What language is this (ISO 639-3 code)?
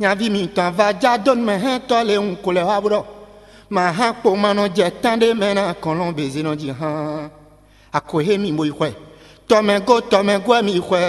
fon